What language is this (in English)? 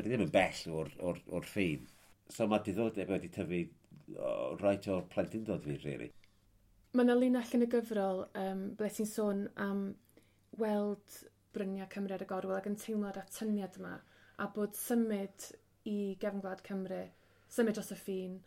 Welsh